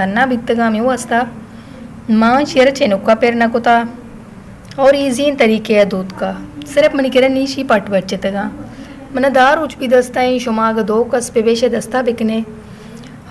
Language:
Baluchi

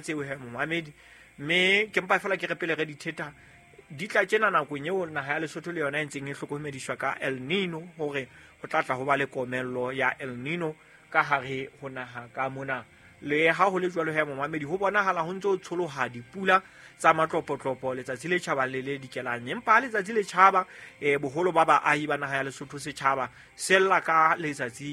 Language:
Southern Sotho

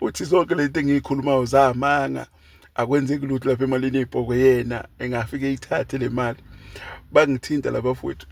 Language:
Zulu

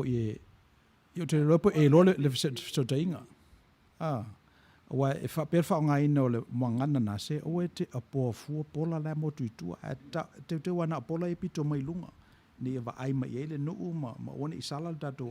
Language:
Samoan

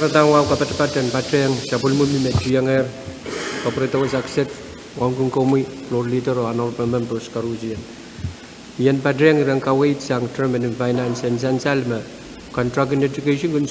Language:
Pohnpeian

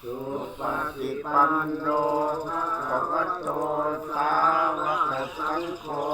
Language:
Pali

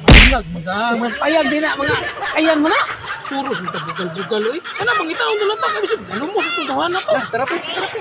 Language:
Cebuano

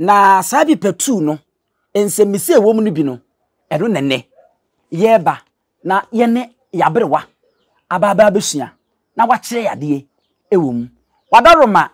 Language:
Akan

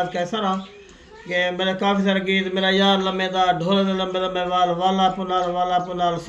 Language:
Saraiki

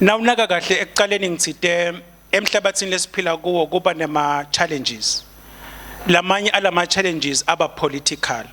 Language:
Swati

